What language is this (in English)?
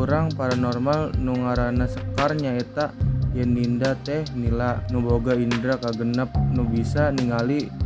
Sundanese